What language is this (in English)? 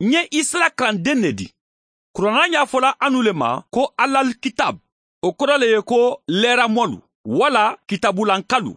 Mandingo